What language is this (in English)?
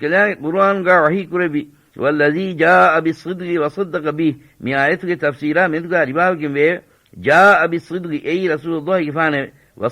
Divehi